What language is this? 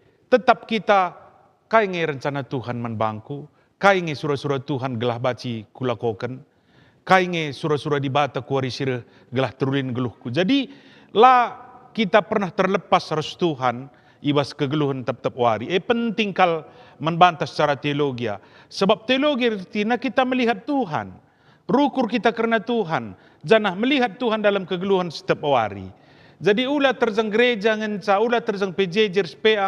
Batak Karo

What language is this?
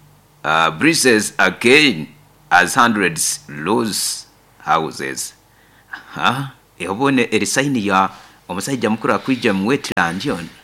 Nyoro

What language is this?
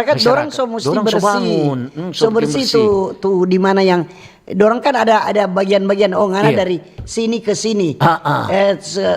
Manado Malay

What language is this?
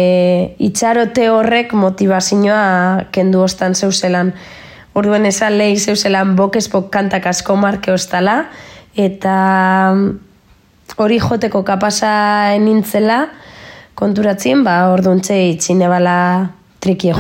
Basque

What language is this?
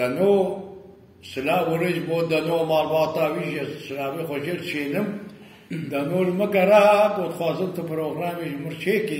Kurdish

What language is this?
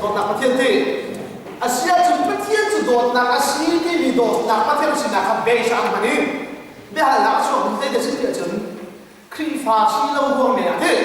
Hakha Chin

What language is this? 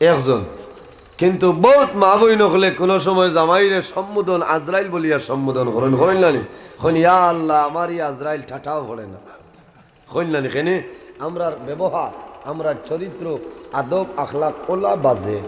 Sylheti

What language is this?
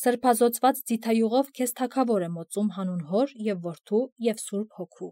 Armenian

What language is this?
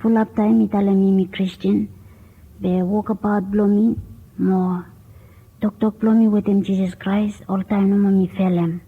Bislama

